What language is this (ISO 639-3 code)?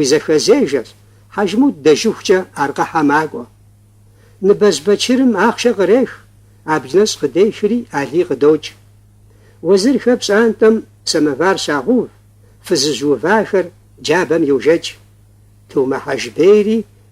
kbd